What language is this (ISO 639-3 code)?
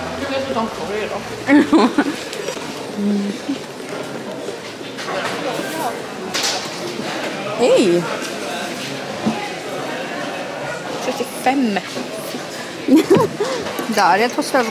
swe